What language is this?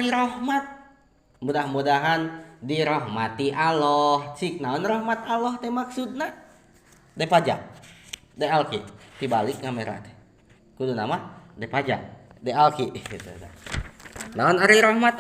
Sundanese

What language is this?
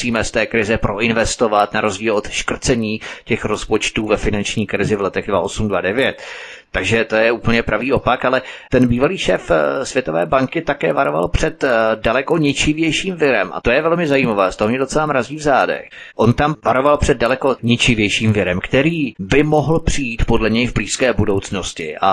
Czech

